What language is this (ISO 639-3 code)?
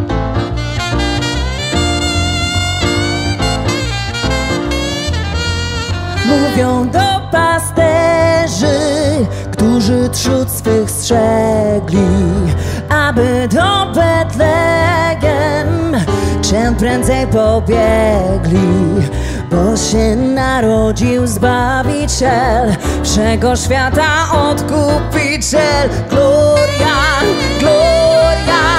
pol